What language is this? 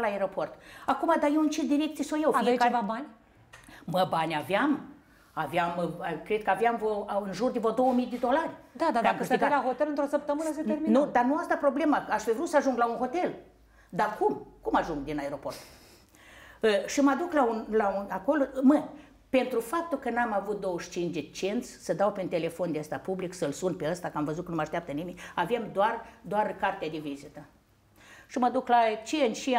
Romanian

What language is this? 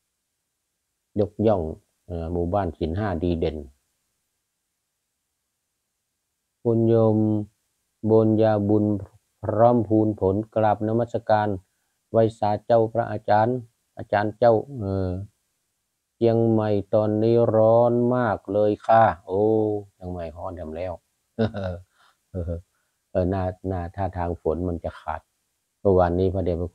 Thai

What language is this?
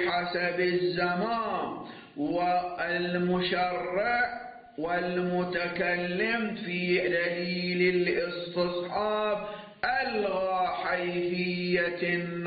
Arabic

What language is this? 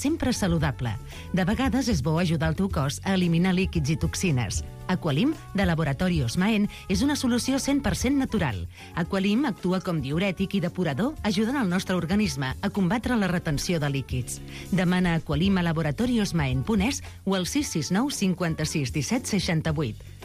Catalan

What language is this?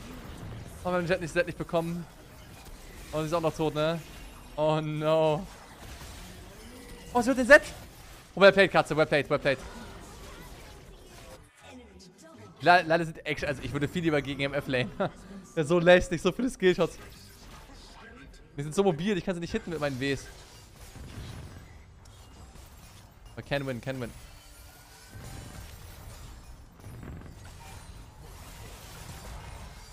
German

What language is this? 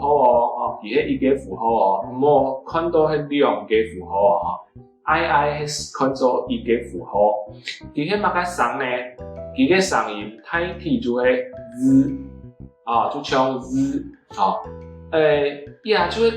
Hakka Chinese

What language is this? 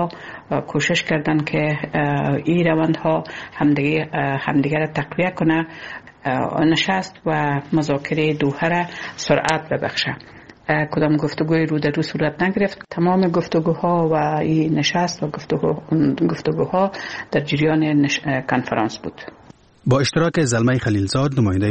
Persian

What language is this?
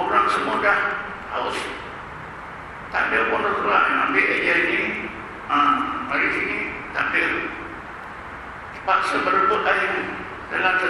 Malay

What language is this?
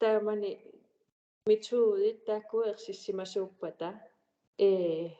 Kalaallisut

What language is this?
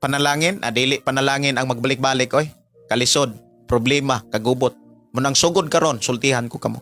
Cebuano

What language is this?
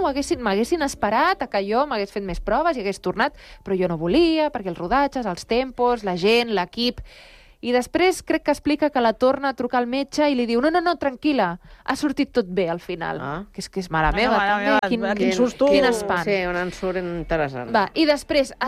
Catalan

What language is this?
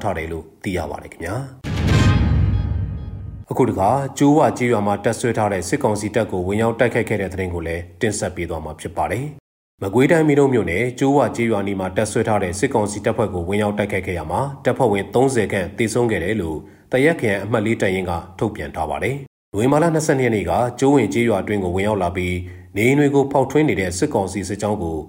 Burmese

